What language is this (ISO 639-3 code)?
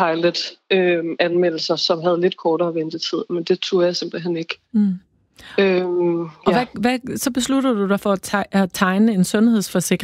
dan